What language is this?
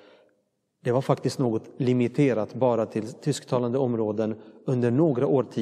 Swedish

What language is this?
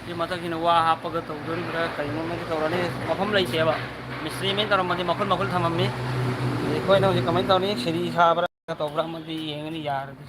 Manipuri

